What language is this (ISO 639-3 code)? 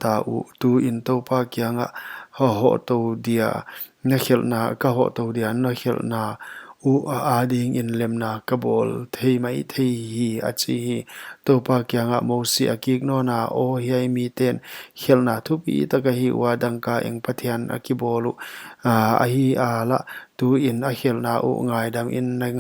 pck